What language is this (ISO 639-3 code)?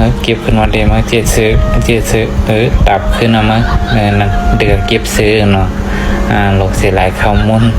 shn